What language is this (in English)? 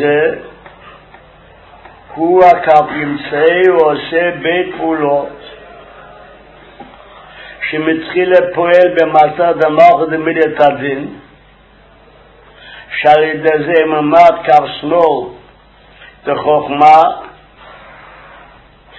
Hebrew